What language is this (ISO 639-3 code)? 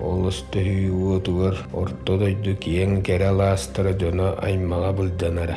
sah